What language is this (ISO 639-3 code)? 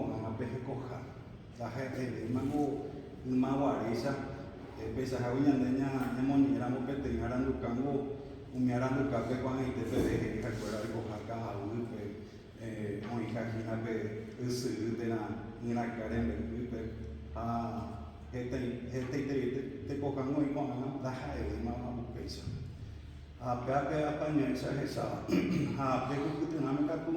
grn